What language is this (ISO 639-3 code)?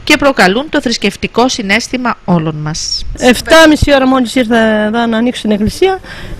ell